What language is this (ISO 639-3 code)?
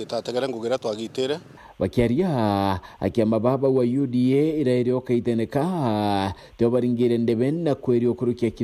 mer